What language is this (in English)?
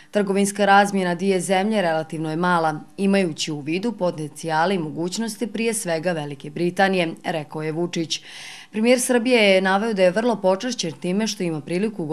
Croatian